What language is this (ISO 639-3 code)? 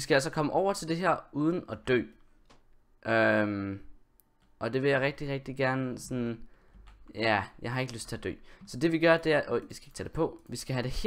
dan